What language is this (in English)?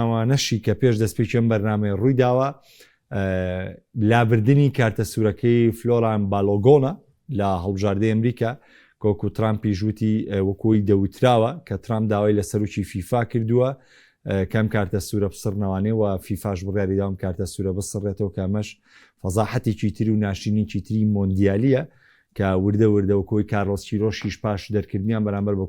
Central Kurdish